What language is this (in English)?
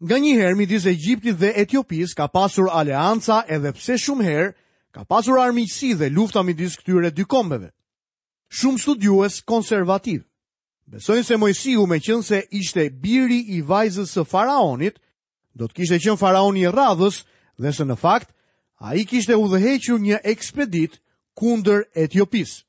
Albanian